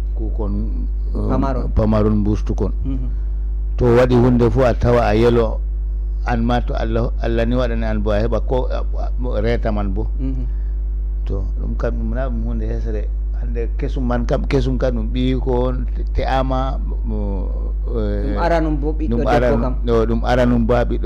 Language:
Fula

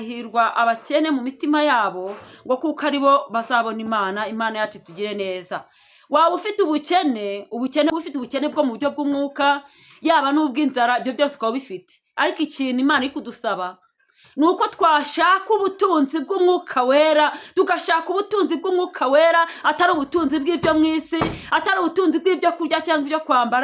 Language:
Kinyarwanda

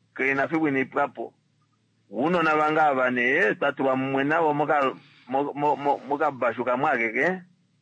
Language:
Kuanyama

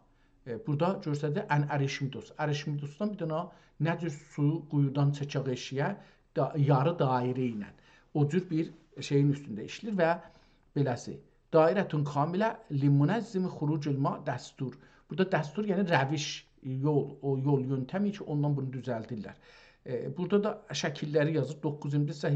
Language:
South Azerbaijani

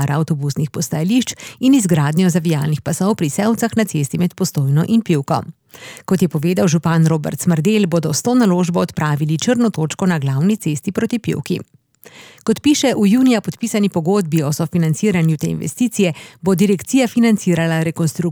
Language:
Slovenian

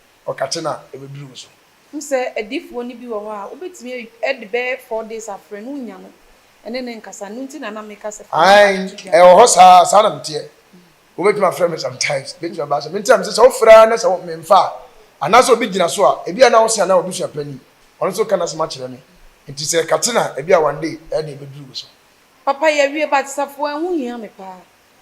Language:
Akan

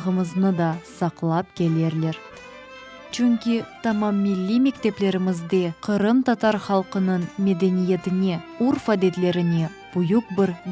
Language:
Crimean Tatar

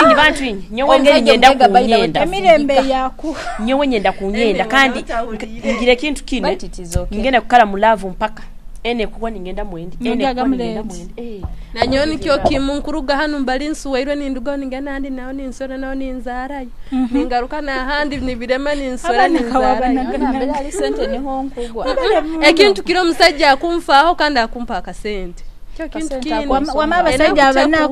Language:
Nyoro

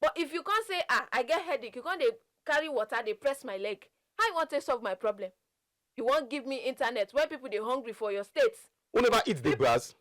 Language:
Nigerian Pidgin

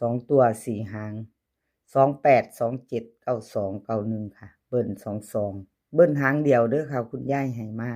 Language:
Northeastern Thai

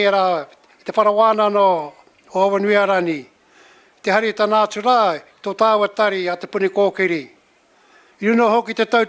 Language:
Māori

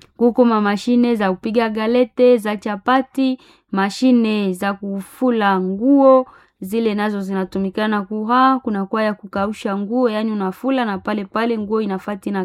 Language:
Swahili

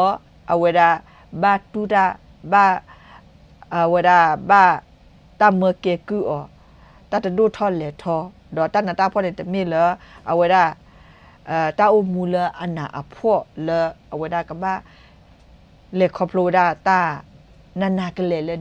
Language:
S'gaw Karen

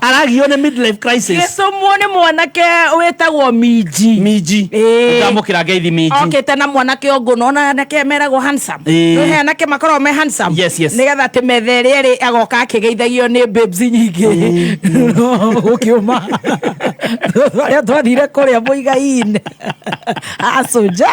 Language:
Kikuyu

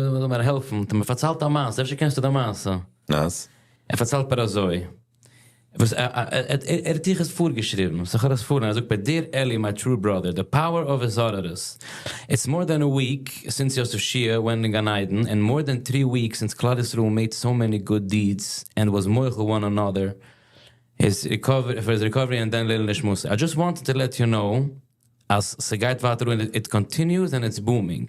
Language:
Yiddish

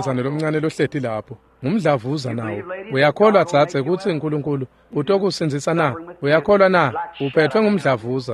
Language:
Swati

